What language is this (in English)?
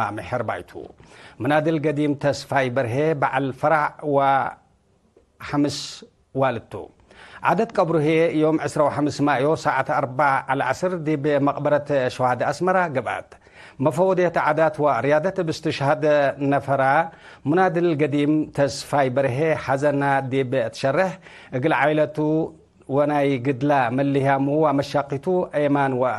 Tigre